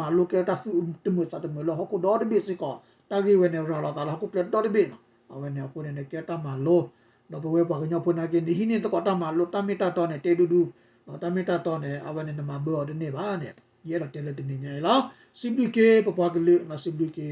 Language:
S'gaw Karen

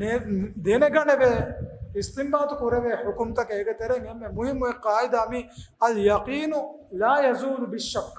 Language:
Divehi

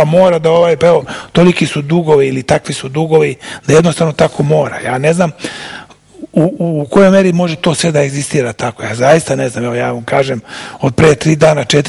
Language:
Serbian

